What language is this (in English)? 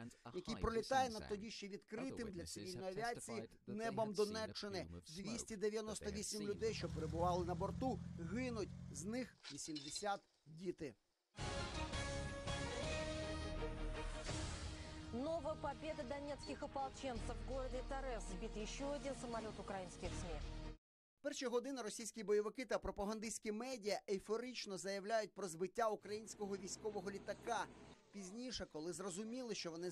Ukrainian